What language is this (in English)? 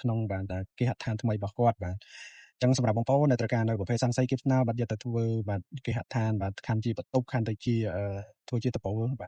Khmer